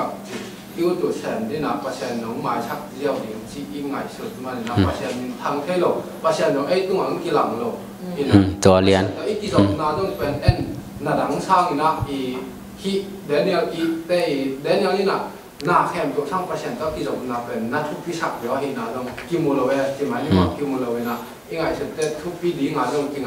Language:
Tedim Chin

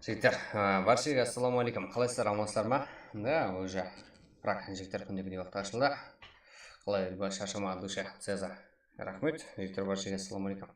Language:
Kara-Kalpak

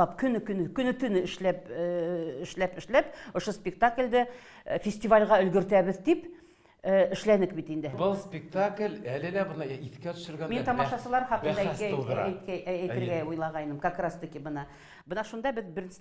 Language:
Bashkir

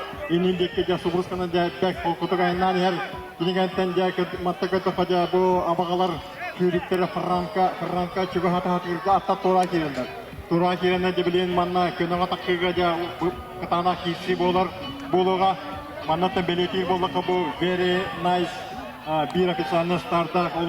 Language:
Yakut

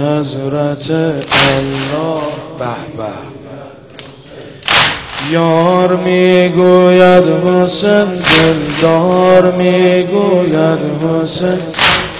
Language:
Persian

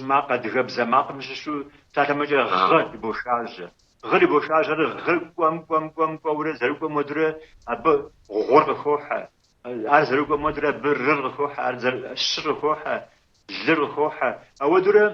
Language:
Kabardian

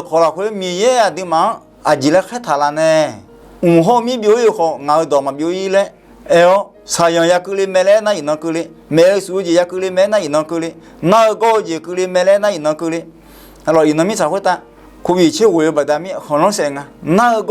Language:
Akha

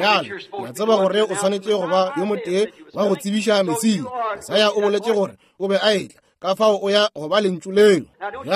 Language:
Northern Sotho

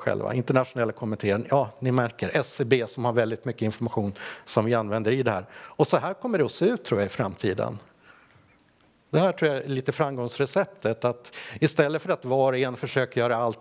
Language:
Swedish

